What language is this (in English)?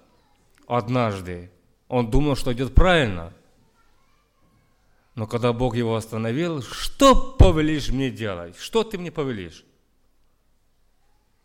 Russian